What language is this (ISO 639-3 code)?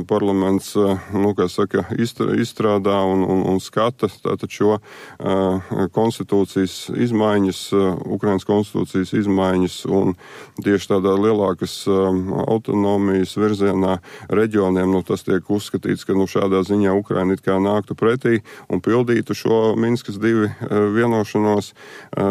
lav